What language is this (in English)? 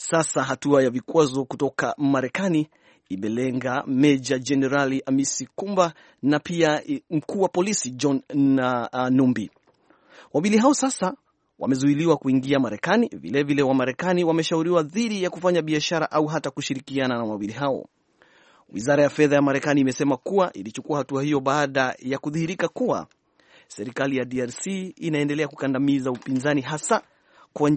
Swahili